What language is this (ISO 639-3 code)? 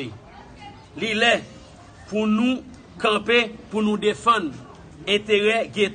hat